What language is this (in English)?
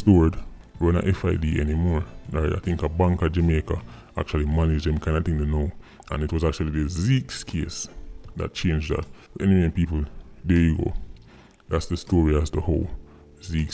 Jamaican Creole English